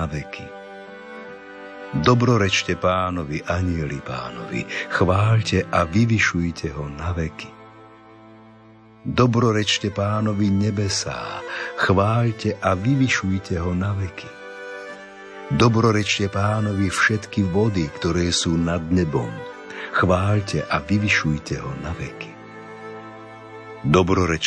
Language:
Slovak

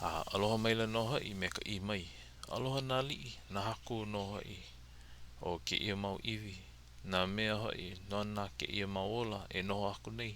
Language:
Hawaiian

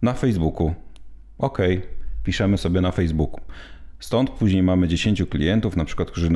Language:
Polish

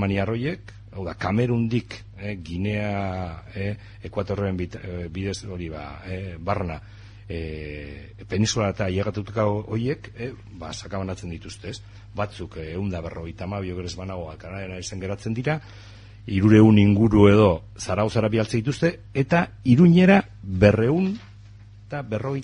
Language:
Basque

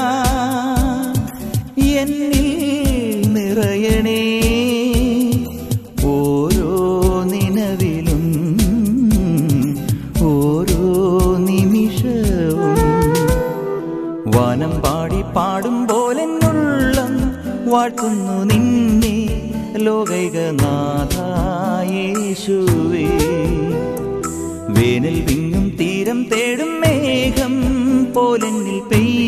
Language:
Malayalam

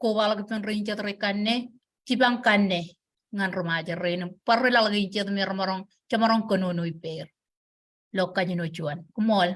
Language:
Marshallese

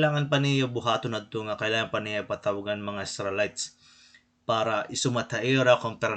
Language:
Waray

